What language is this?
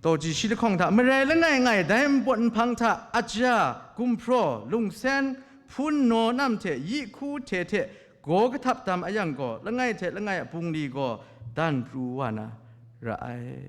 Kachin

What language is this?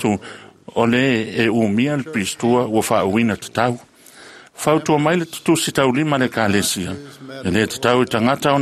Samoan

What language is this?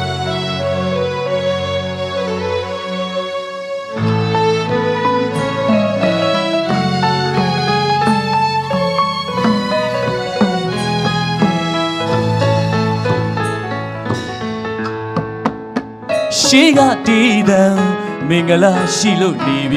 Burmese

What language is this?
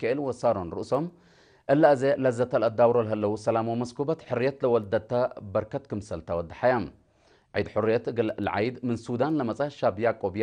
Tigre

